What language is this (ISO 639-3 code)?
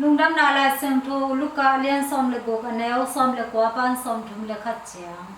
ctd